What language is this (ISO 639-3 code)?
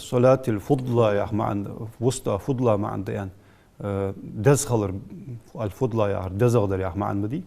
inh